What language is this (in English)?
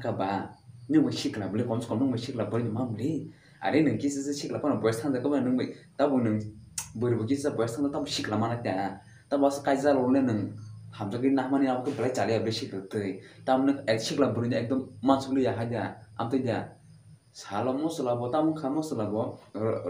Kok Borok